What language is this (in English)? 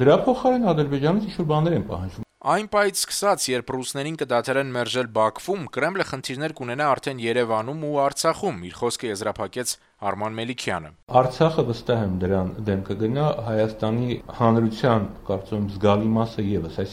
Armenian